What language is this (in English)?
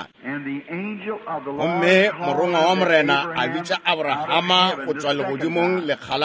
Northern Sotho